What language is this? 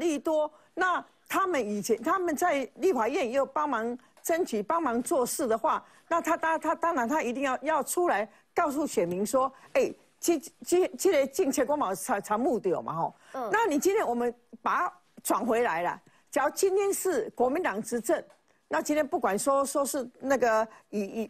Chinese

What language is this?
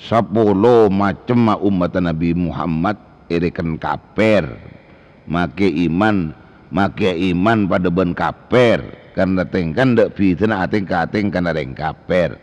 Madurese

